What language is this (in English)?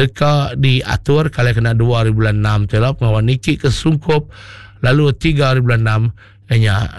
Iban